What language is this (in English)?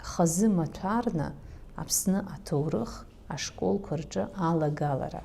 Abkhazian